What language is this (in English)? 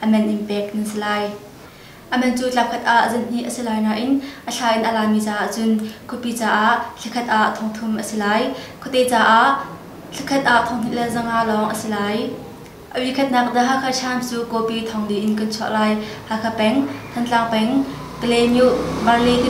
Hakha Chin